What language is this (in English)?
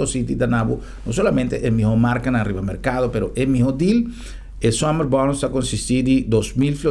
Papiamento